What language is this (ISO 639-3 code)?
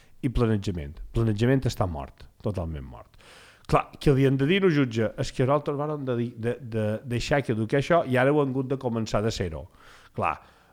cat